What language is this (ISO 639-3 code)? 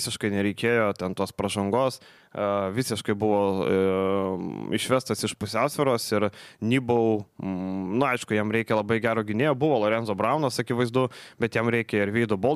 lit